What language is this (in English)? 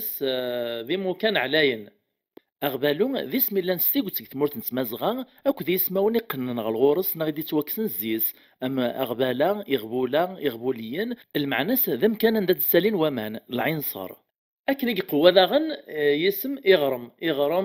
Kabyle